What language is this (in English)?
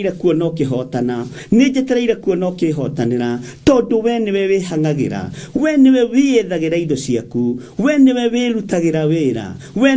Kikuyu